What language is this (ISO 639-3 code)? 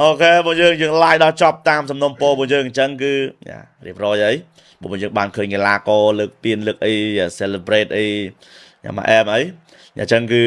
khm